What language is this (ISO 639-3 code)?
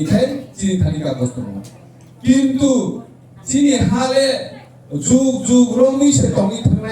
trp